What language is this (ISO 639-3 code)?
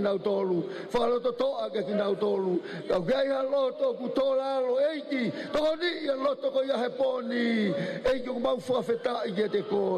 ton